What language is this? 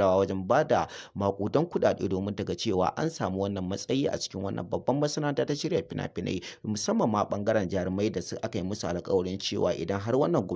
Hausa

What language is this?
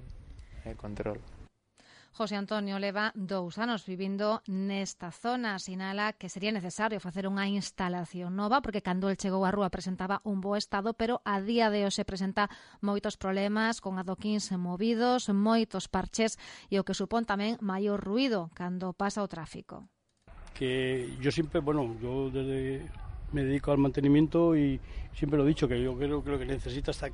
Galician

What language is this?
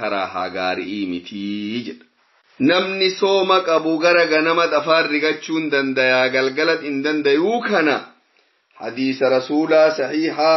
Oromo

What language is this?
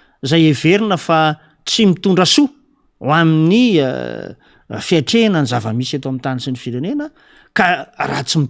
Malagasy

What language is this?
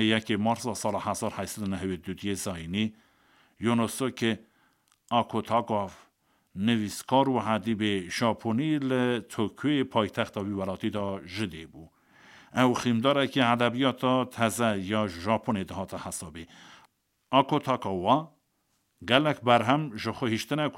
Kurdish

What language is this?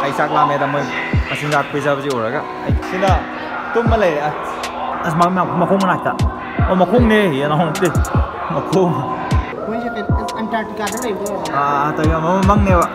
Manipuri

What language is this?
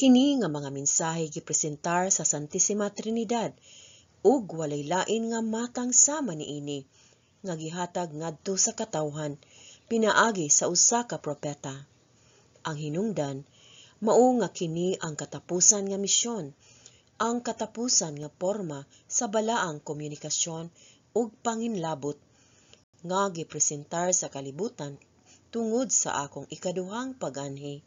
Cebuano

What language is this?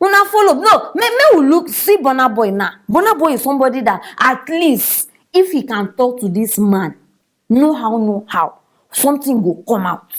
Nigerian Pidgin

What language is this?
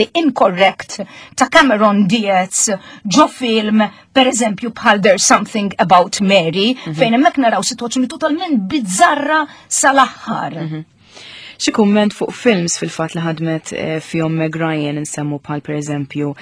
Maltese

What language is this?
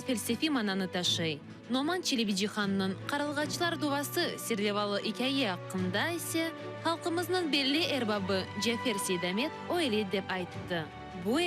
Crimean Tatar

